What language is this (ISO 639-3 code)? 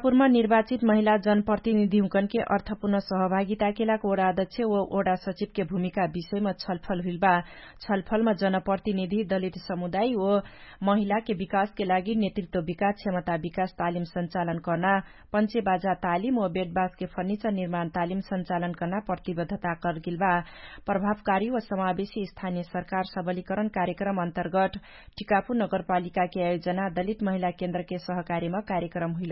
thl